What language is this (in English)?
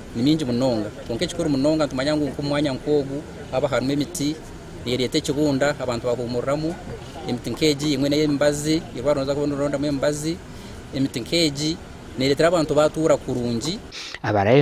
Nyankole